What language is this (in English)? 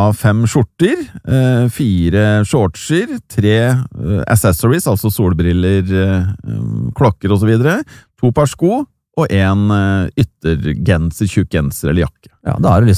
Norwegian